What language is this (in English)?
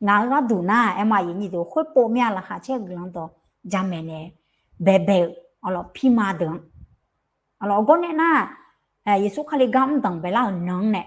Akha